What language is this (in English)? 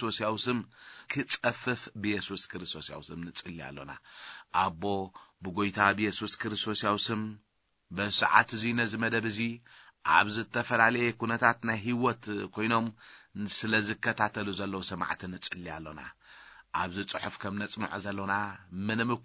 Tigrinya